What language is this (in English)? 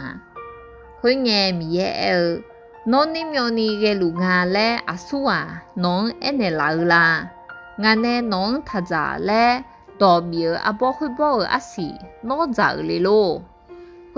Akha